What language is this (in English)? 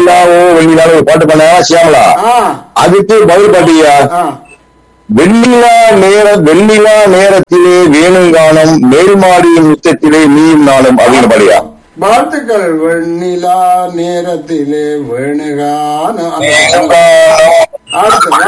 Tamil